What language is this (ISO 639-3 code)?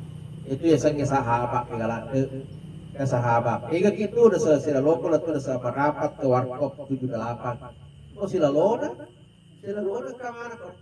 bug